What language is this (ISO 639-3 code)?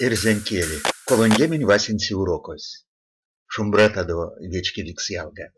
myv